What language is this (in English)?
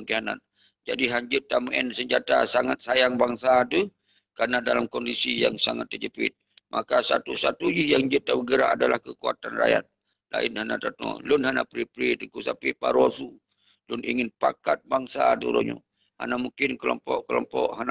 Achinese